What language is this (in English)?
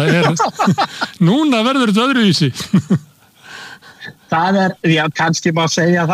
Icelandic